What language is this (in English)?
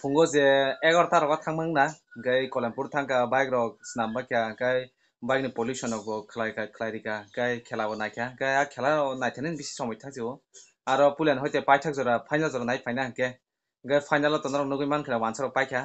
Kok Borok